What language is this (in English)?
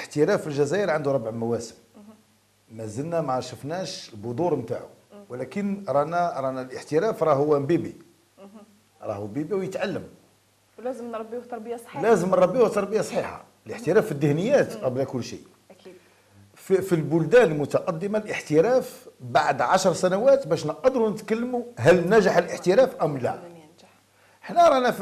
Algerian Arabic